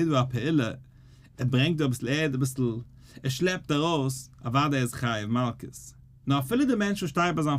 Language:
Yiddish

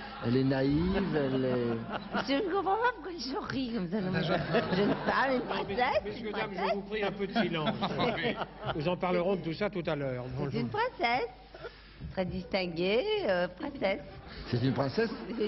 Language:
French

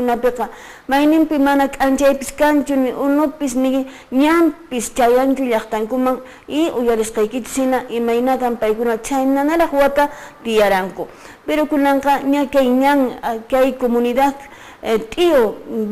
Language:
Quechua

